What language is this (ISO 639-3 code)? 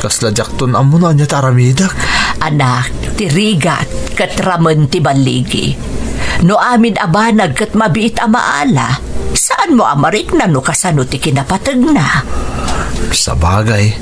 ilo